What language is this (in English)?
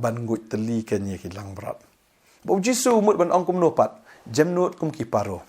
Khasi